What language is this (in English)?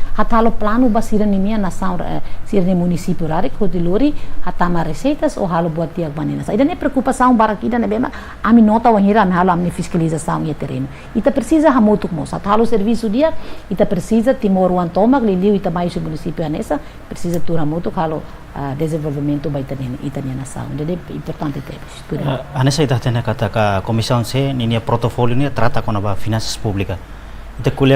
Tetum